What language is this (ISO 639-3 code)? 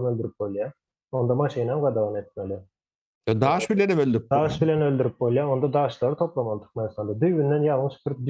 tuk